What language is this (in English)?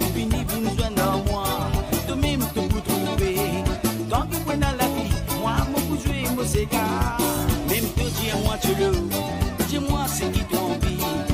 Morisyen